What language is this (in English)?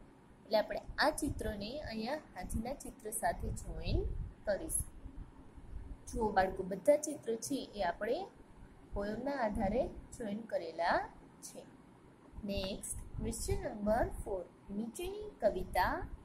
Gujarati